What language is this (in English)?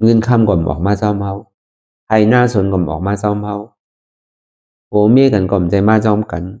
Shan